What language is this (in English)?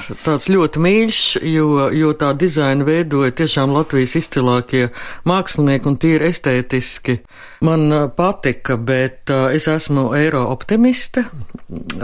Latvian